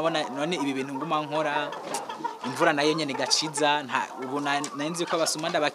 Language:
Rundi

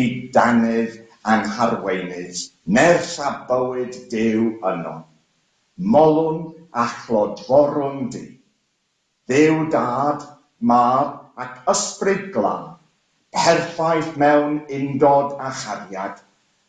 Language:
Welsh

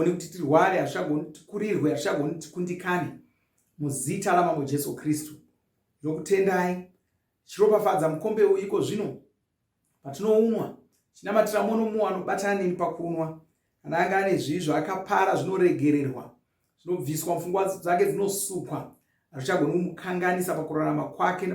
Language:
Shona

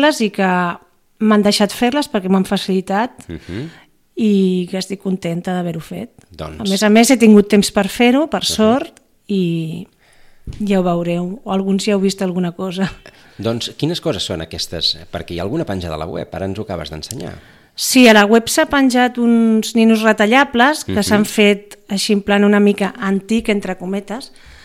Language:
Catalan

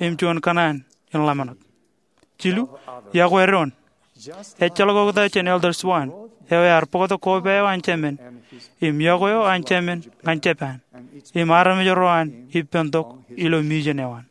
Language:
Marshallese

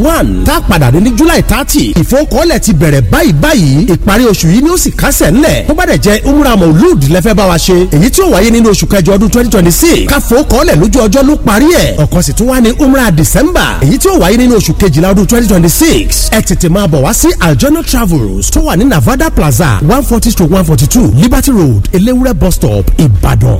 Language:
Yoruba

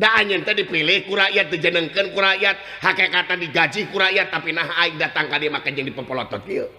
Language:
Sundanese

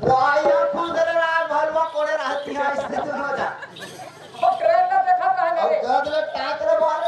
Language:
Chhattisgarhi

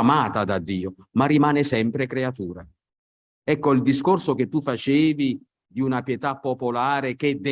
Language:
Italian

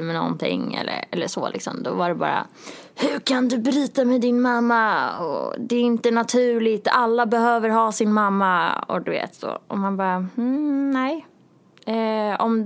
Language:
Swedish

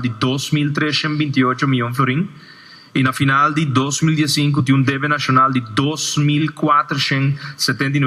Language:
Papiamento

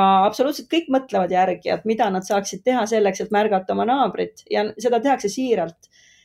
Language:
Estonian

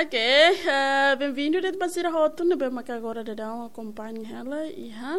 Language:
Tetum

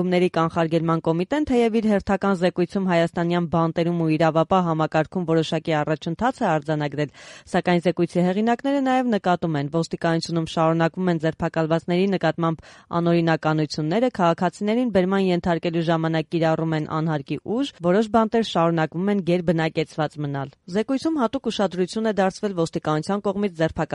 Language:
Armenian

